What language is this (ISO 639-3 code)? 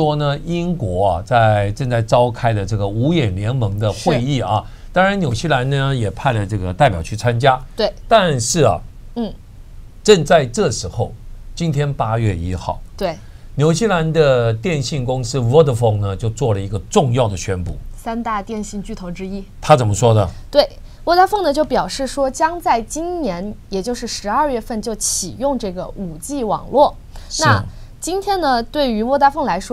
zho